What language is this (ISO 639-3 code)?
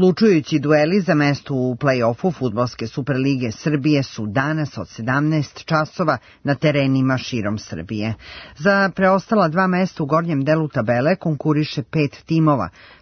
srp